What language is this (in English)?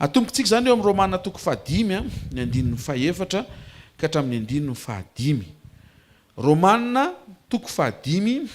Malagasy